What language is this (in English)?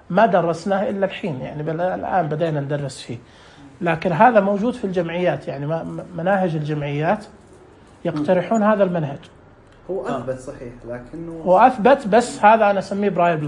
Najdi Arabic